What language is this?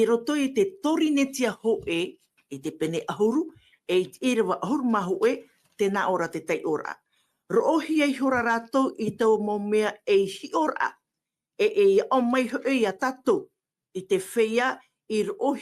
Tahitian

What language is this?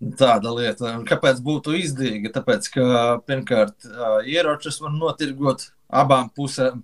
Latvian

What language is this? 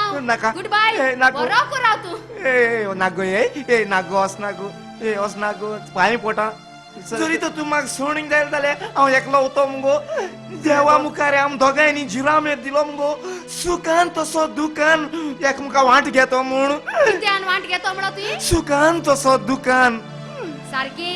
Konkani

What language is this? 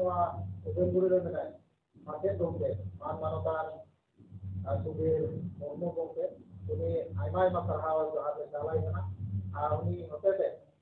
Santali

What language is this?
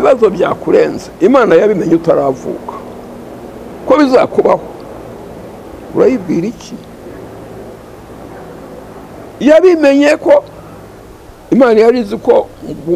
Kinyarwanda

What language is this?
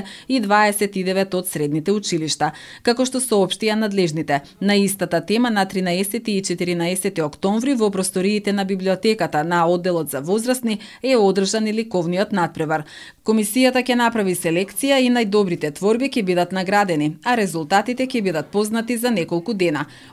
Macedonian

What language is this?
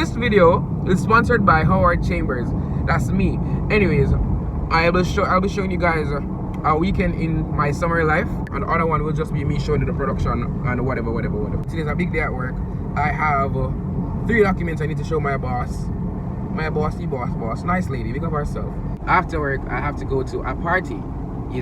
Jamaican Creole English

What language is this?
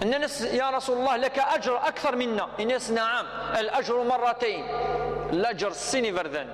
Kabyle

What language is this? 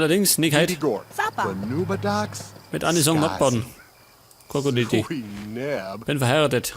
Bavarian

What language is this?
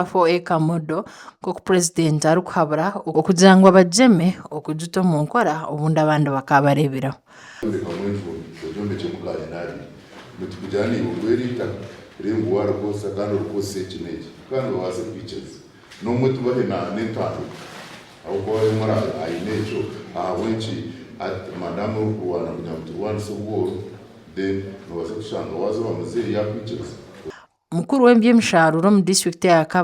Nyankole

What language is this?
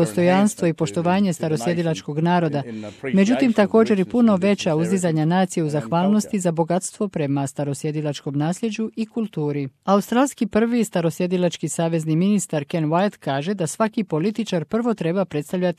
Croatian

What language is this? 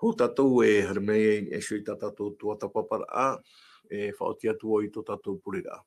Tahitian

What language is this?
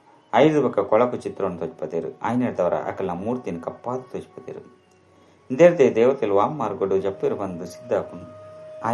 Tulu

